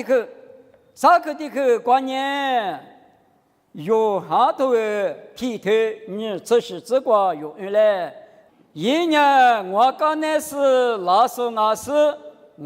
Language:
Lisu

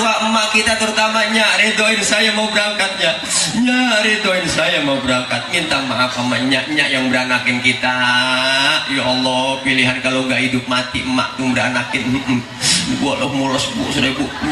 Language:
Betawi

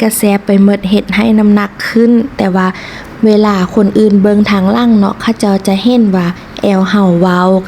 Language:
Lao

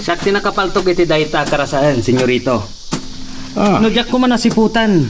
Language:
Iloko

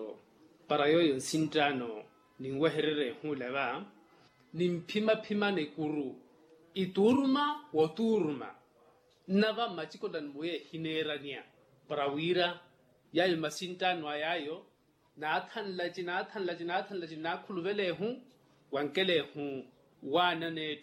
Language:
Makhuwa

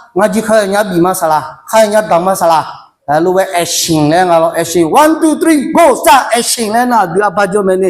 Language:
Akha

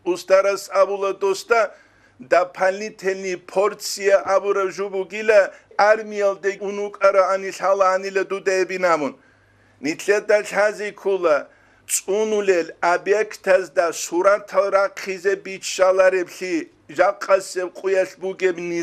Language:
Avaric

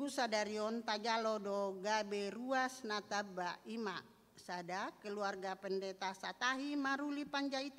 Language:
Batak Toba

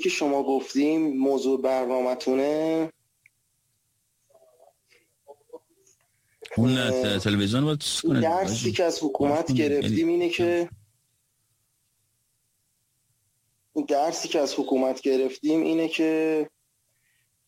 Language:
Persian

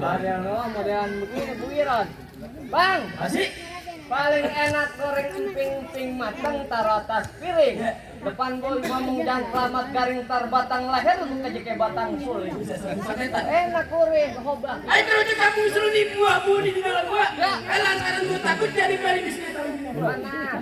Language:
Betawi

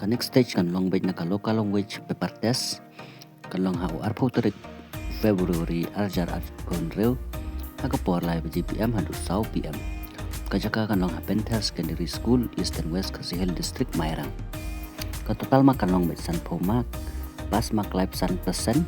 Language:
Khasi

